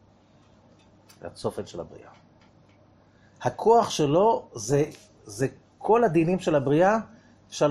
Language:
Hebrew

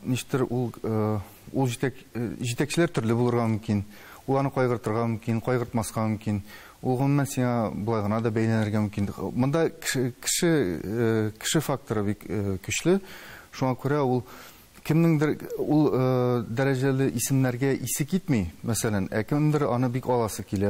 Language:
Tatar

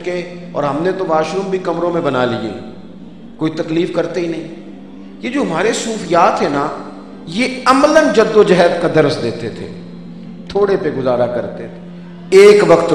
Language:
Urdu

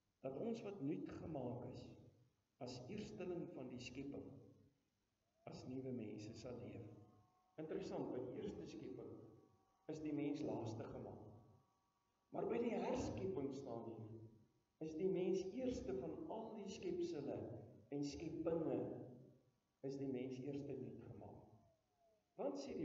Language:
Afrikaans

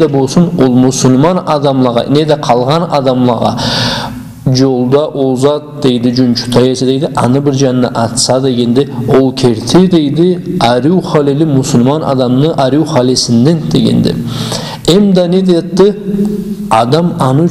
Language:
Karachay-Balkar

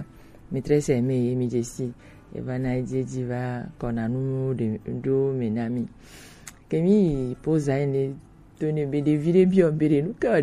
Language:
Gen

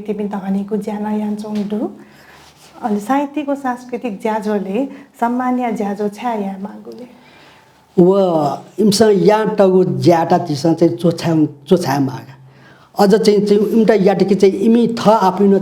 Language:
Newari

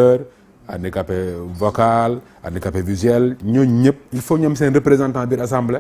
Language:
Wolof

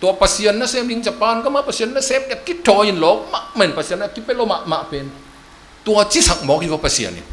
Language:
Tedim Chin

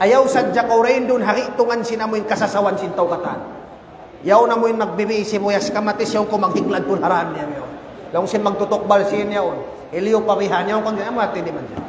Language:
Tausug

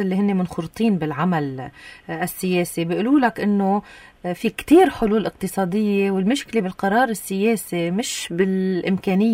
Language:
North Levantine Arabic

